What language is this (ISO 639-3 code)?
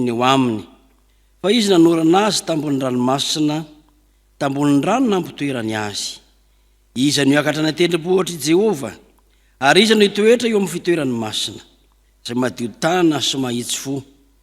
mlg